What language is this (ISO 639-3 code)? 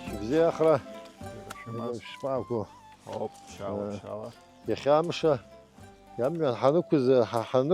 abk